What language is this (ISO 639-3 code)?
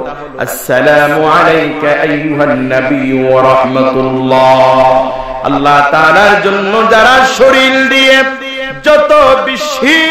ben